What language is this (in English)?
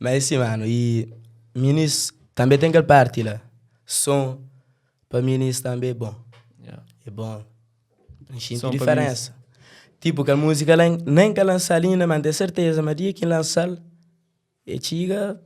Kabuverdianu